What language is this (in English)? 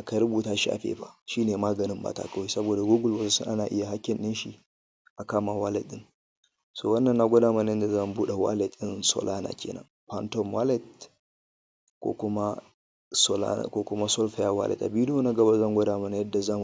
Hausa